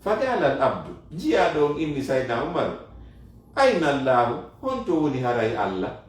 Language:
Fula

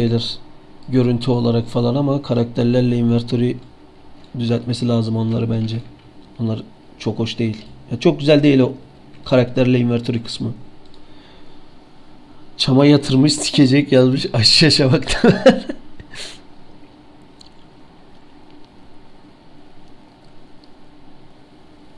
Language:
Turkish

